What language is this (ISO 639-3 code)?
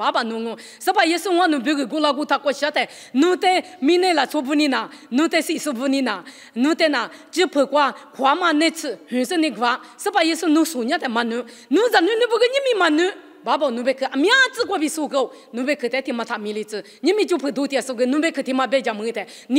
lis